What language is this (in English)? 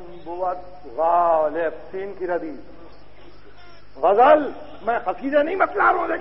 Urdu